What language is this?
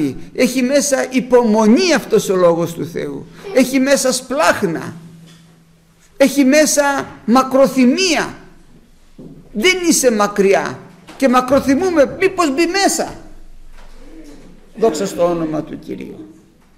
Greek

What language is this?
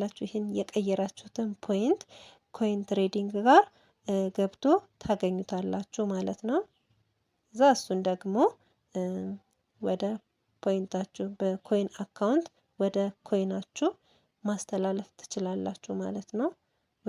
Amharic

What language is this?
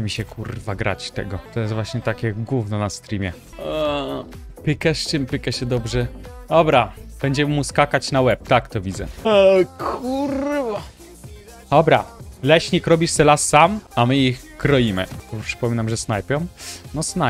Polish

